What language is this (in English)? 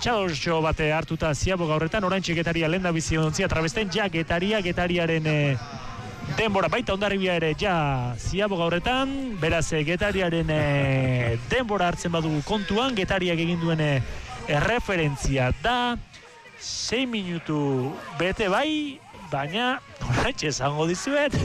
Basque